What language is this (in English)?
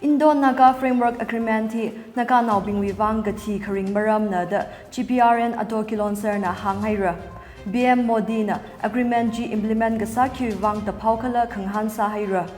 Tangkhul Naga (India)